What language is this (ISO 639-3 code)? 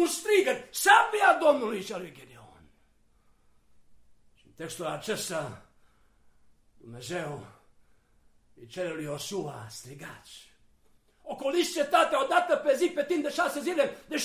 ron